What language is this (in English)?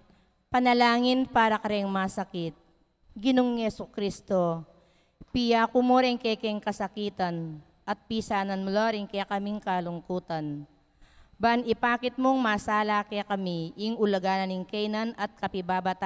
Pampanga